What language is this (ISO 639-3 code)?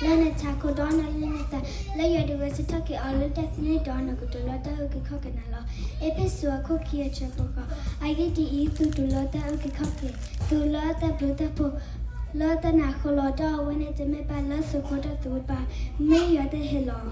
ksw